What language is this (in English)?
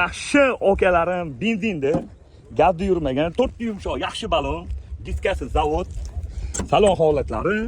Uzbek